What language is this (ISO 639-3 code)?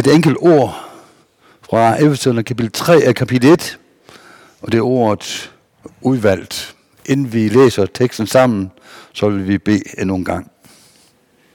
dan